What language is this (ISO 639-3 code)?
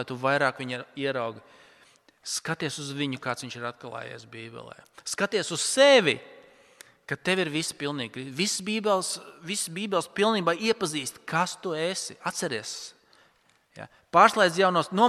lav